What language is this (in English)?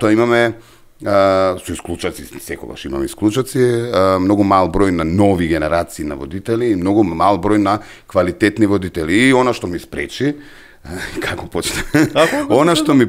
Macedonian